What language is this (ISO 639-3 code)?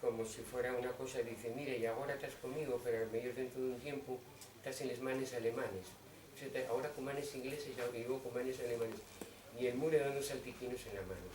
ast